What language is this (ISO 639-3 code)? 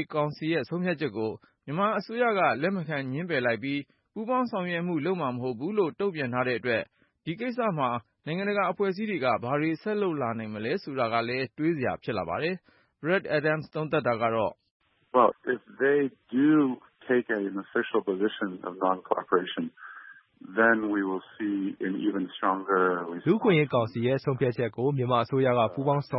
mya